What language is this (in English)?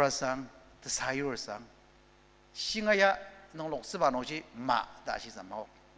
Ao Naga